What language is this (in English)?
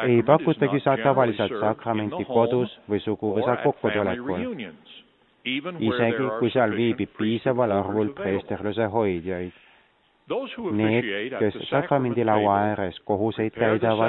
Estonian